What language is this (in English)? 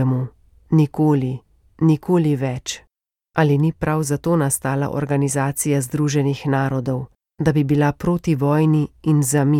Slovenian